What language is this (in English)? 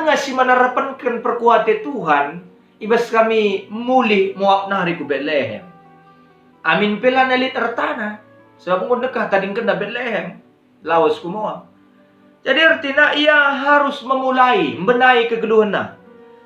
Batak Karo